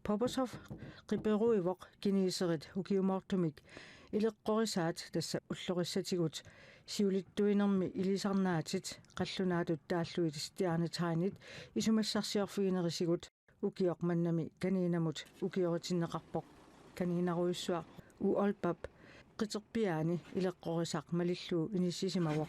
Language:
Kalaallisut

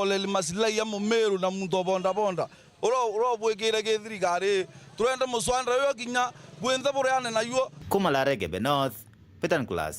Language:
Meru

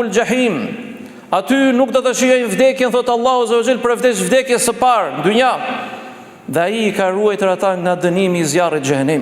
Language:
Albanian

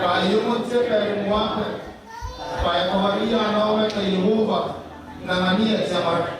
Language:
Gilbertese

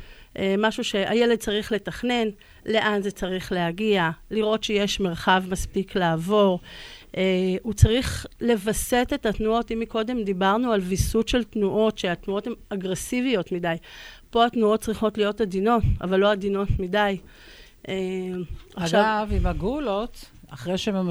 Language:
Hebrew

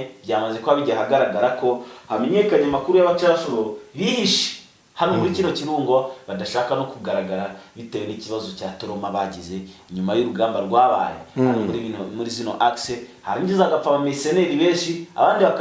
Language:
Kinyarwanda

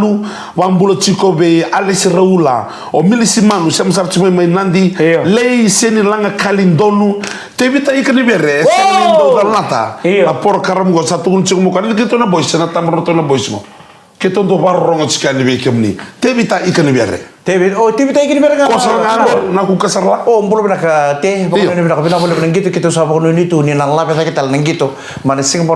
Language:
Fijian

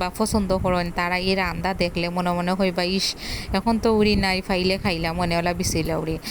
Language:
Sylheti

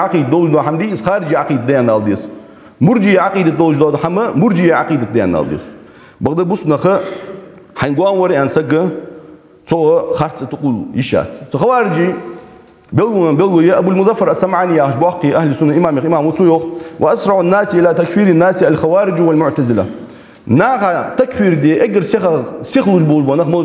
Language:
Ingush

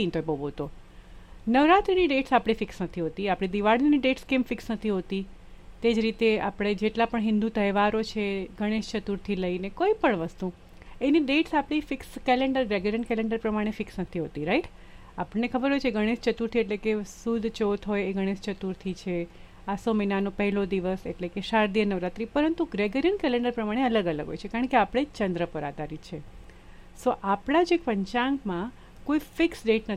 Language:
Gujarati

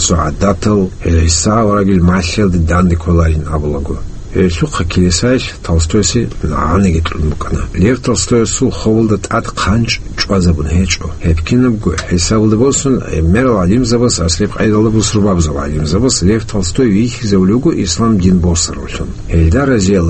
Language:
Avaric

